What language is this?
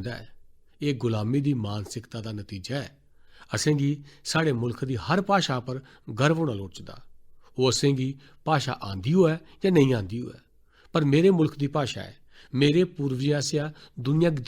Dogri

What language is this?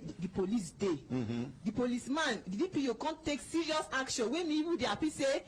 Nigerian Pidgin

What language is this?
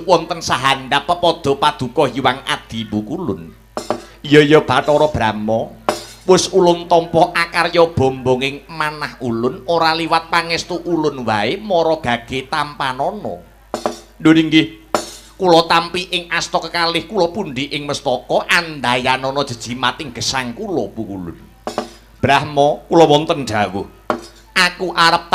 Javanese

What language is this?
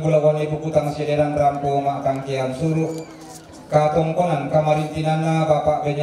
Toraja-Sa'dan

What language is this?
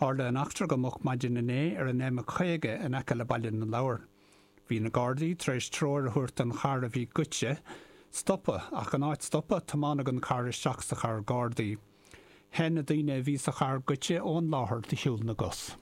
Irish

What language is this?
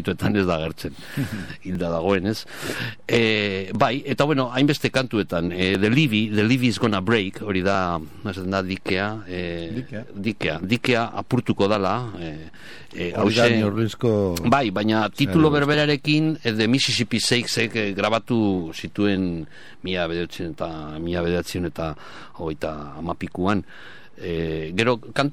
Basque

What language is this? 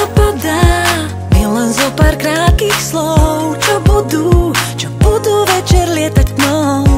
Slovak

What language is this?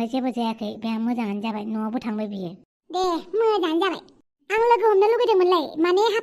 Bodo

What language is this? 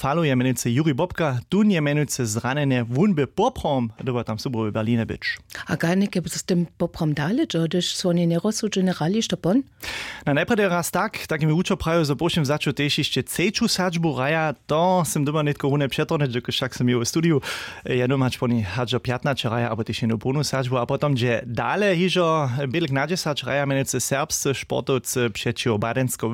Upper Sorbian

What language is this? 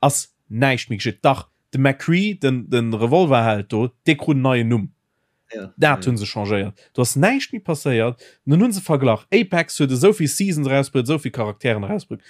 Luxembourgish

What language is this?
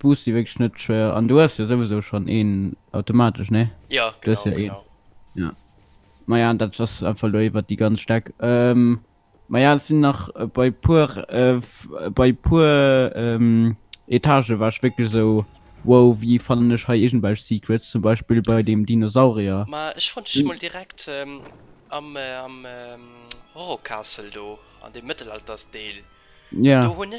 Luxembourgish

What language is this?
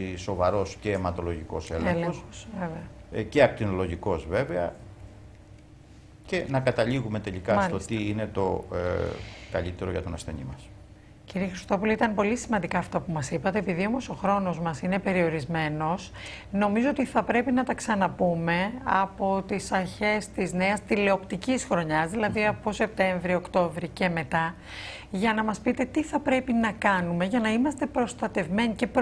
Greek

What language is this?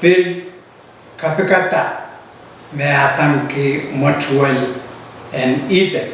Pohnpeian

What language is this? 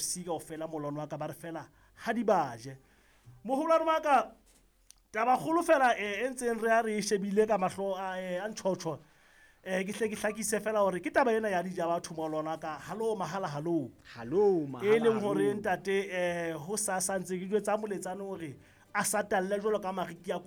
Southern Sotho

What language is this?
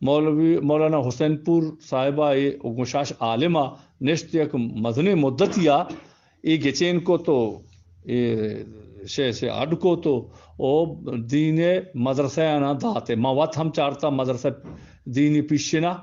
Eastern Balochi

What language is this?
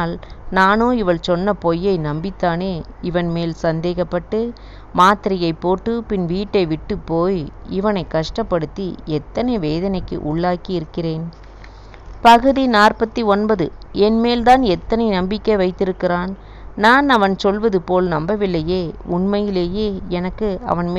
Tamil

